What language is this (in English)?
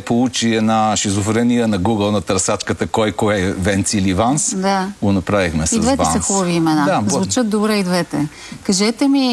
Bulgarian